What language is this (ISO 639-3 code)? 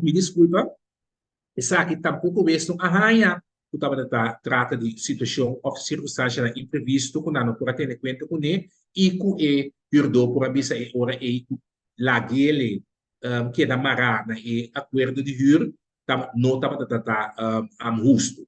pap